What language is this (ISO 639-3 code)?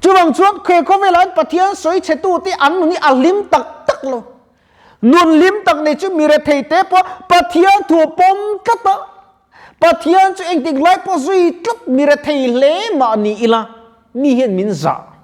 lus